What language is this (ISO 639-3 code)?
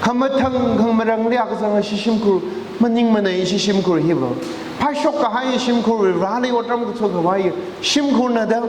nmf